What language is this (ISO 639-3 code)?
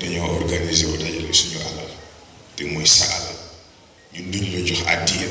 wol